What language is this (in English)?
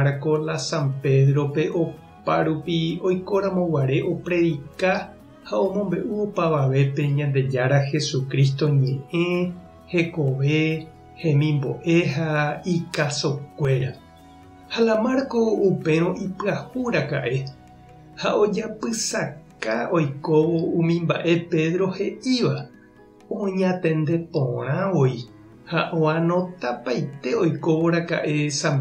Guarani